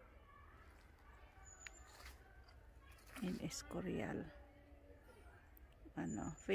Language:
Filipino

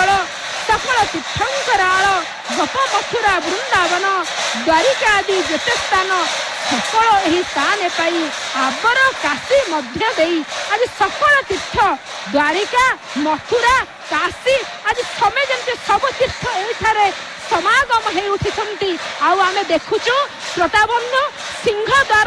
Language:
Odia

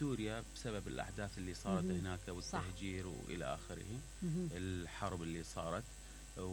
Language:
Mesopotamian Arabic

